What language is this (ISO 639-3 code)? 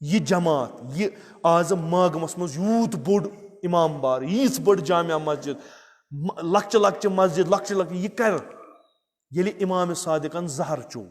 kas